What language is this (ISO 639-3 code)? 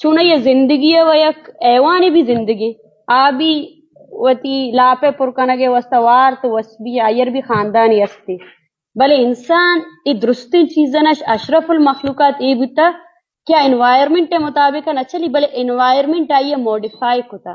bgp